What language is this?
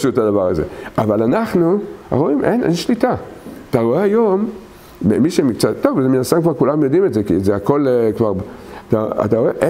Hebrew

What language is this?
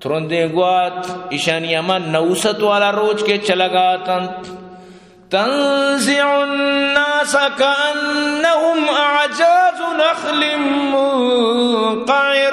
Eastern Balochi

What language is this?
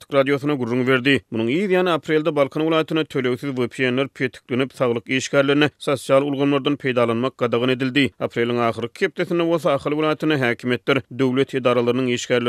Turkmen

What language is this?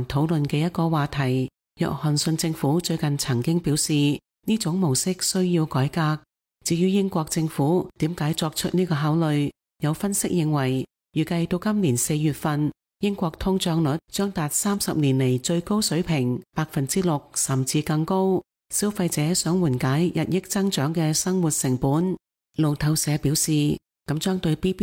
Cantonese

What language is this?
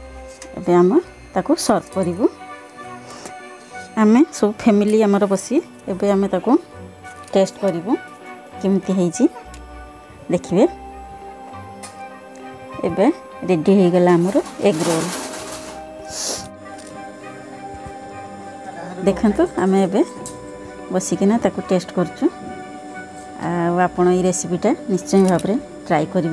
Odia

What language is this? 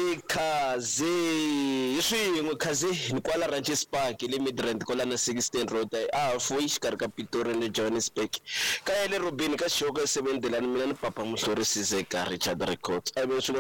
Tsonga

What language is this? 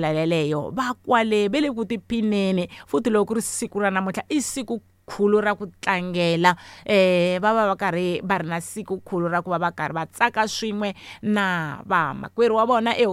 Tsonga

